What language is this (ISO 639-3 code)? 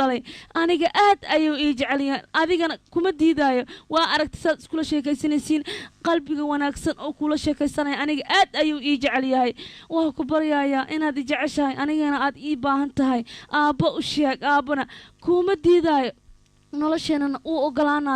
som